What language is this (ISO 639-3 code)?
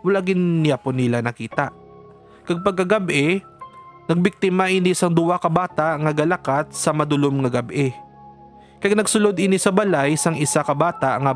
hil